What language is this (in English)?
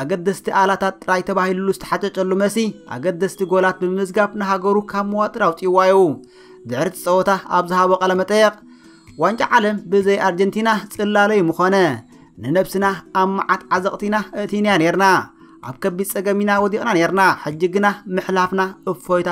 Tigrinya